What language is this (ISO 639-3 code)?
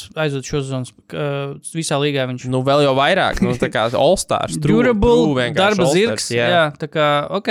lav